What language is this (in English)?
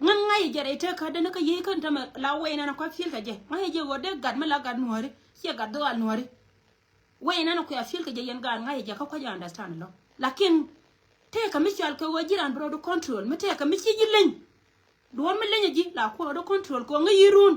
Nuer